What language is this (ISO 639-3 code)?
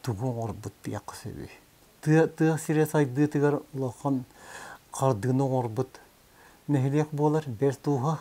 sah